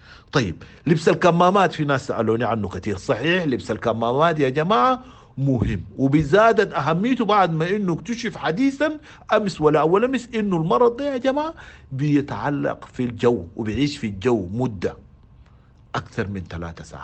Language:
Sudanese Arabic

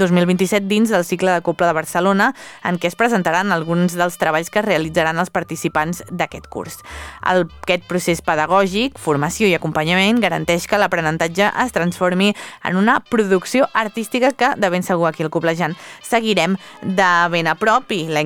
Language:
Catalan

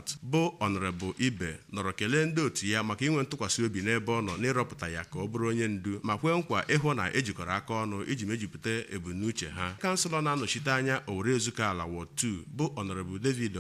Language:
Igbo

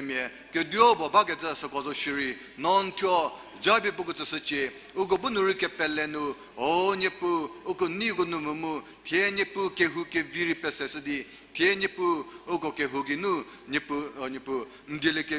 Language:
Angami Naga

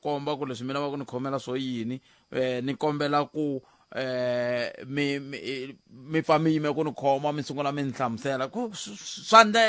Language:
Tsonga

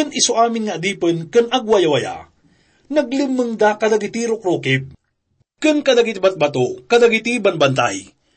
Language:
Iloko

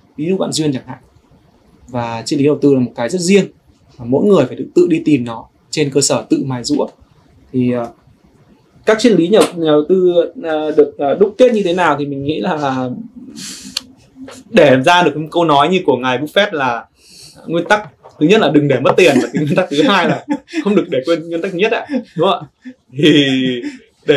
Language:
Vietnamese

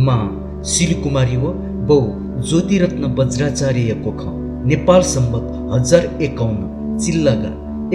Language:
Newari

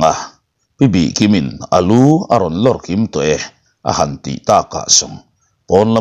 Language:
Mizo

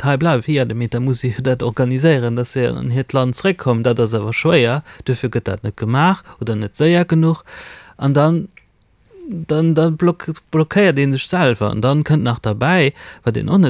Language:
Luxembourgish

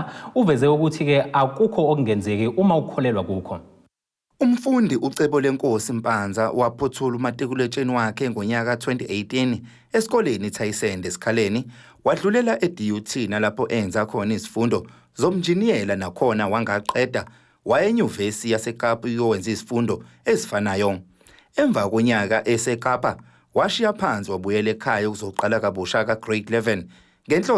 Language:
Zulu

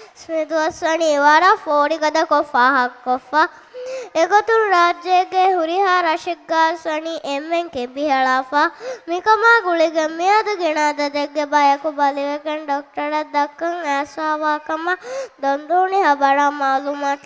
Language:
Divehi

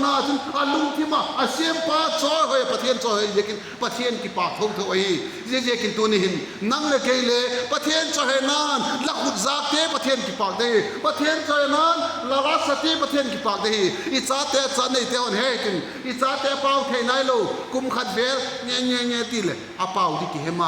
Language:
Vaiphei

